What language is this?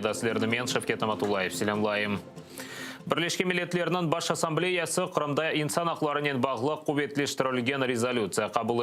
Crimean Tatar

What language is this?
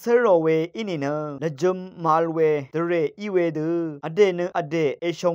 Rawang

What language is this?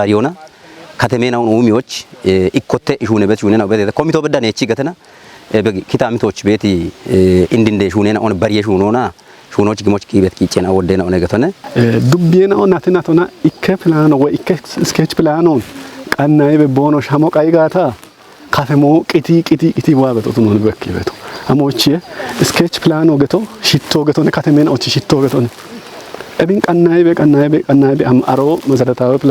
Kafa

